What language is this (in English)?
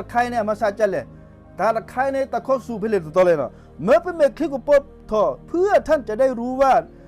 S'gaw Karen